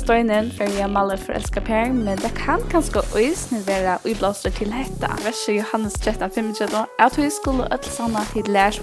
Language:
Faroese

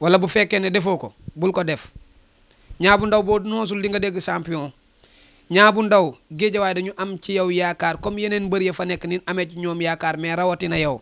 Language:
Wolof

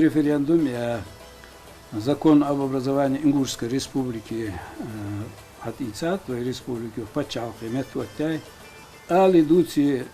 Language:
Ingush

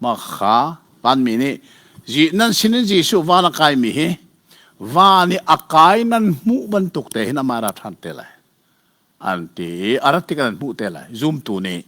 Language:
Hakha Chin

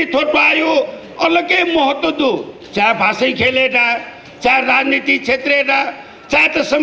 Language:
Newari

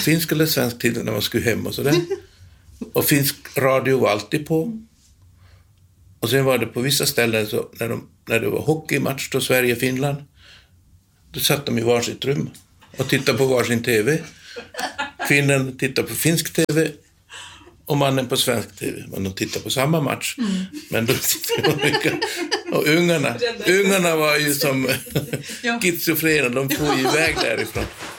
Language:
Swedish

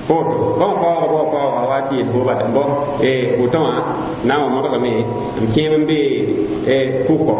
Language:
Mossi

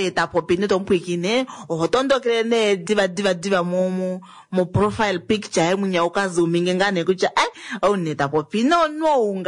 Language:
Kuanyama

